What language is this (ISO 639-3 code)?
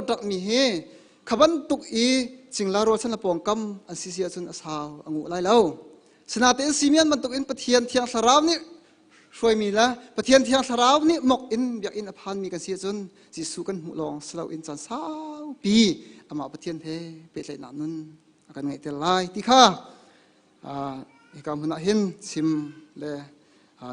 cnh